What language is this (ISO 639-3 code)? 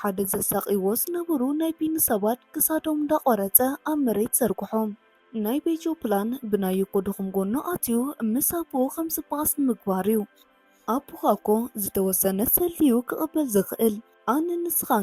tir